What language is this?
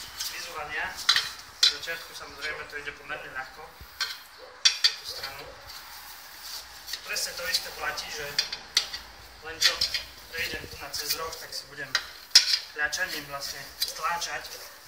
Slovak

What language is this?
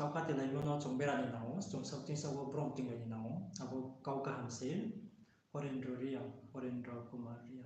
Riang (India)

